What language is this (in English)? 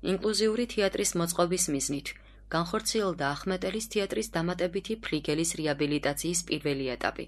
Georgian